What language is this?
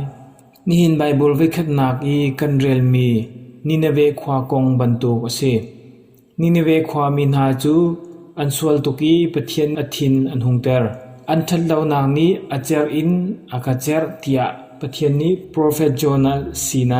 Hakha Chin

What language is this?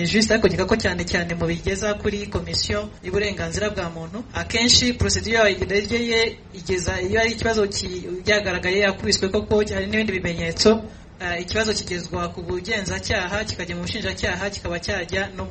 Kinyarwanda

